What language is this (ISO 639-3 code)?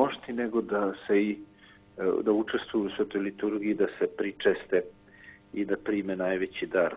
srp